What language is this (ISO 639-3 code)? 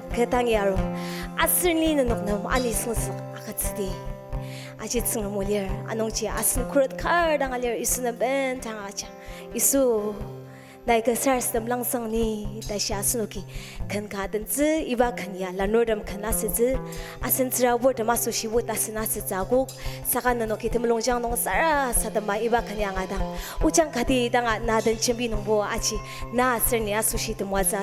njo